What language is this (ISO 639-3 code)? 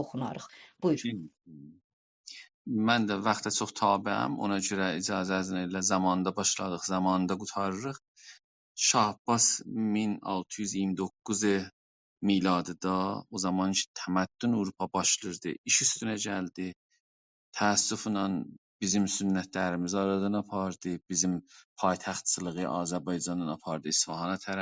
azb